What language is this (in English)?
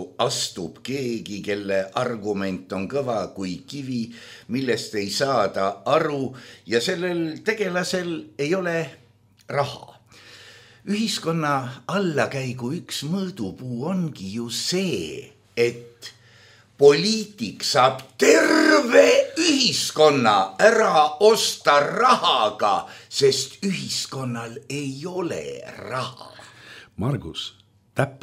Estonian